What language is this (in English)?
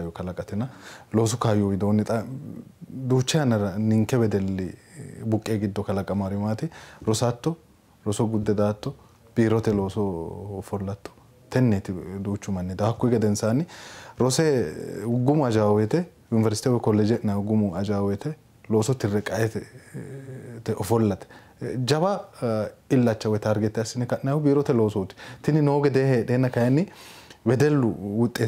Sidamo